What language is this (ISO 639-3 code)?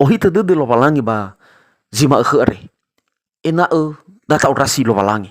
nia